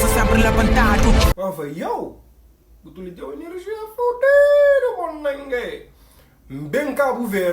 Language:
Kabuverdianu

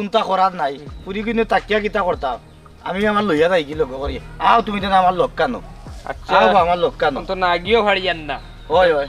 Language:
Sylheti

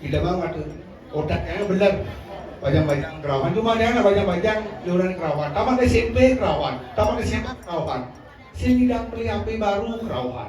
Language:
Balinese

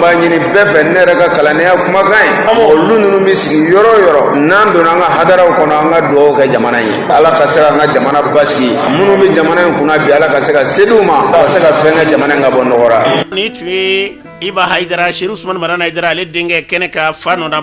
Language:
Bambara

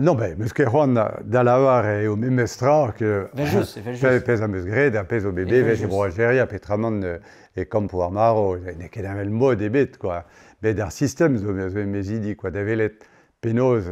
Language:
Breton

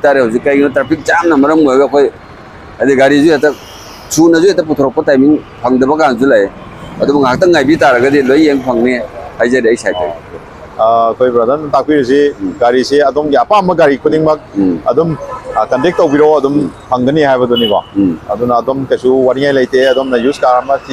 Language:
Manipuri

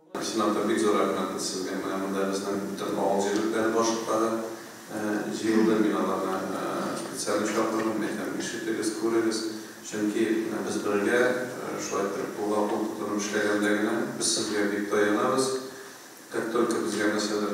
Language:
Tatar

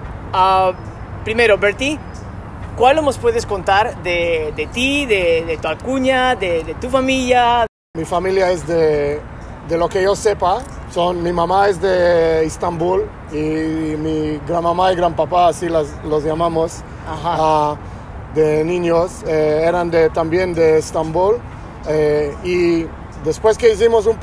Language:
Ladino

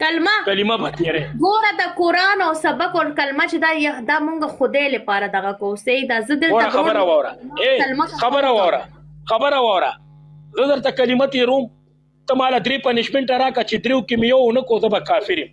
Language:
Pashto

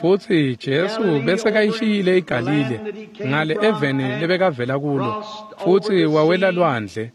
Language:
Swati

